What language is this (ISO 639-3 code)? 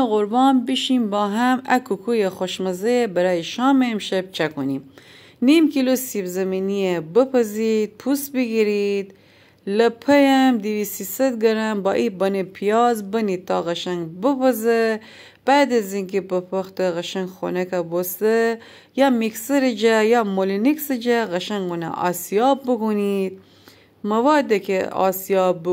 glk